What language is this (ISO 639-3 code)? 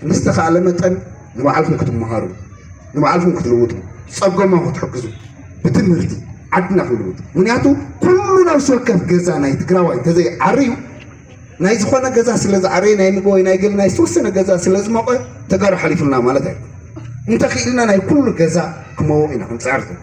tir